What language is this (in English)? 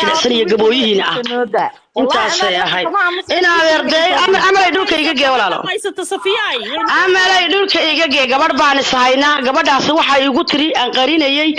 Somali